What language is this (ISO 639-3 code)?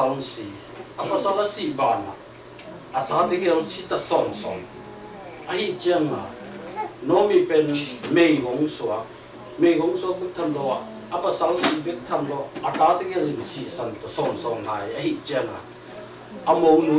ctd